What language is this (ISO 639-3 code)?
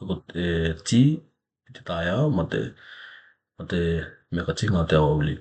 tkl